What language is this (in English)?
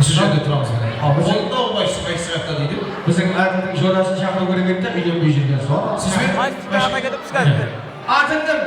Kara-Kalpak